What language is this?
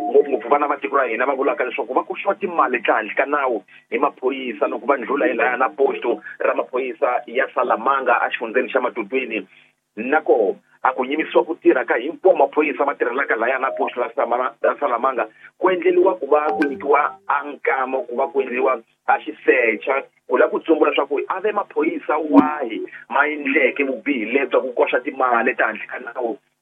Tsonga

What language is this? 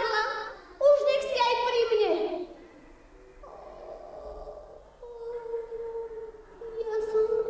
Slovak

